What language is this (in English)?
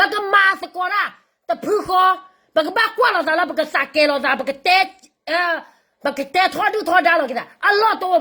S'gaw Karen